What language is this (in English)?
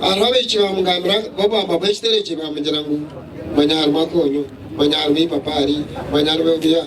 Nyankole